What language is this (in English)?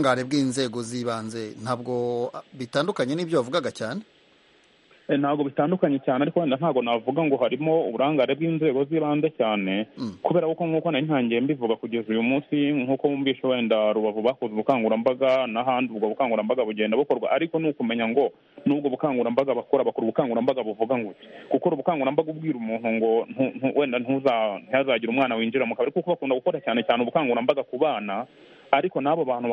Kinyarwanda